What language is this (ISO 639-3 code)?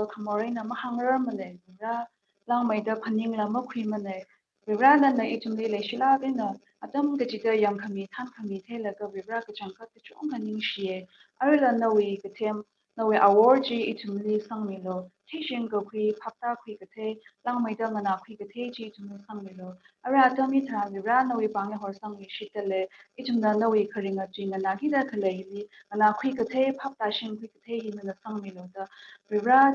nmf